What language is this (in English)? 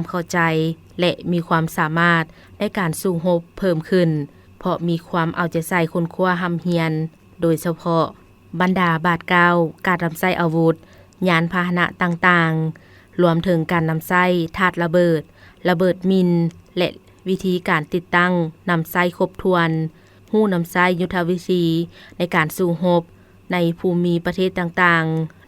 Lao